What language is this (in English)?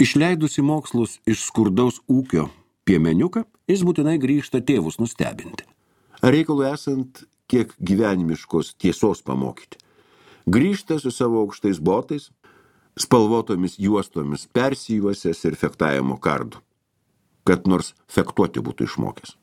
Lithuanian